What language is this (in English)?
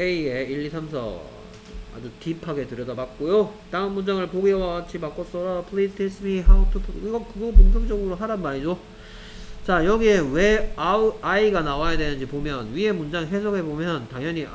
Korean